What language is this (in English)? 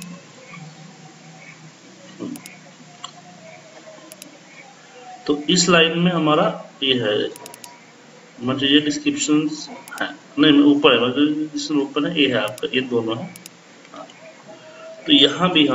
Hindi